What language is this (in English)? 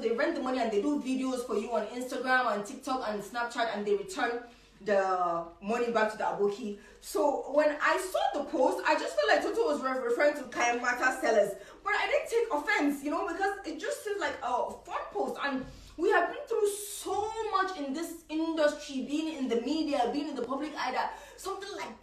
Nigerian Pidgin